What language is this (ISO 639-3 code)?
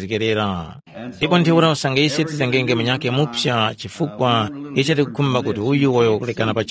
tum